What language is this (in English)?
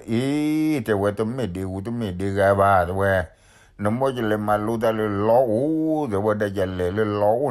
S'gaw Karen